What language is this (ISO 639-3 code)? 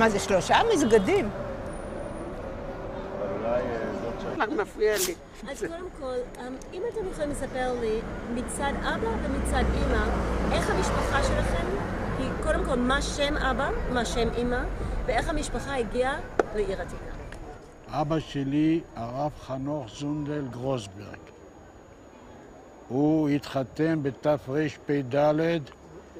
heb